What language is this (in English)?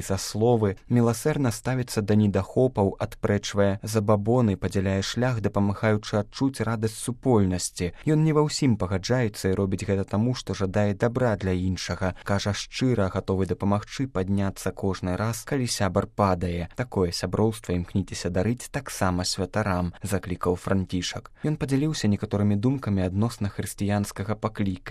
Belarusian